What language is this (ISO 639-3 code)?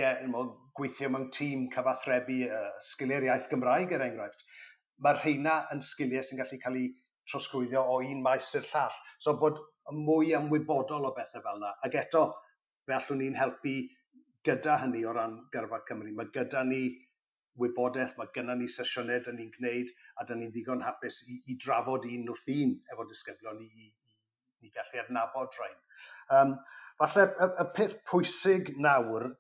cym